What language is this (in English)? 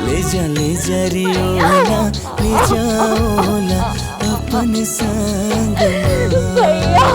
Chhattisgarhi